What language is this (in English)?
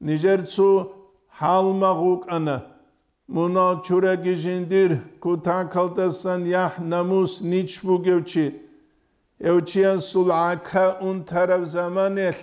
Avaric